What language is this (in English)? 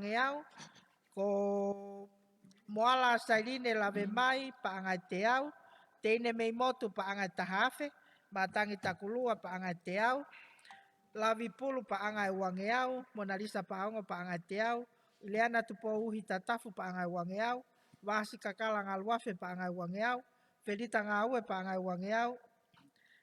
Tongan